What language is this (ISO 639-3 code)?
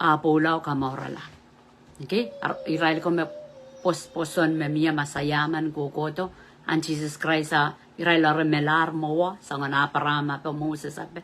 pon